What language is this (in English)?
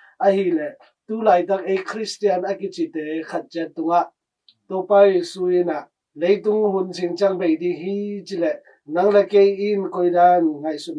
Tedim Chin